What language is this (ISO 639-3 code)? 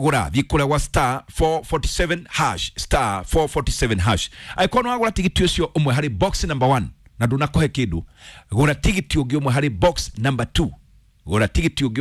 kik